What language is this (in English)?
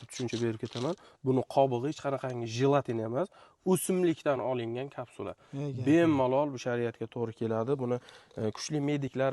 Uzbek